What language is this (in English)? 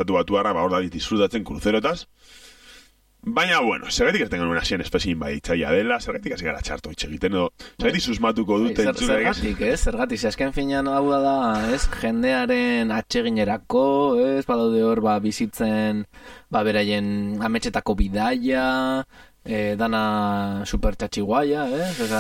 Basque